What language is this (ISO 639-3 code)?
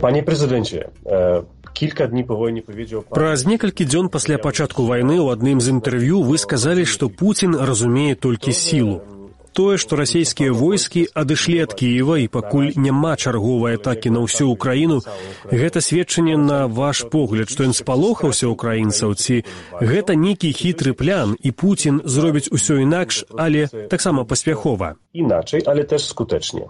bel